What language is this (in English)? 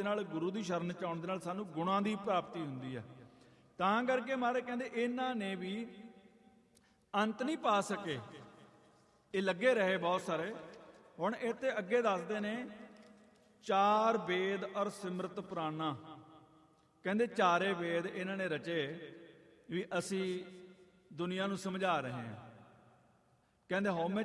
Punjabi